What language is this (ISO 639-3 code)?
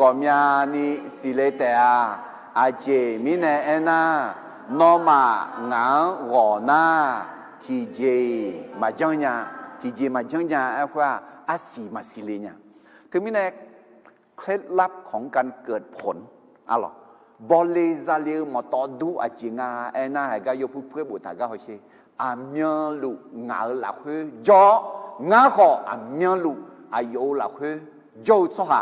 ahk